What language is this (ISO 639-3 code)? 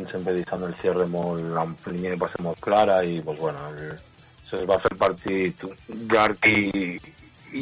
cat